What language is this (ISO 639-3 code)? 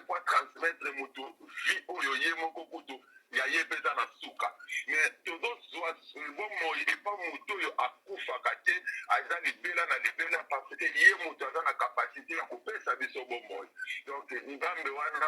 lin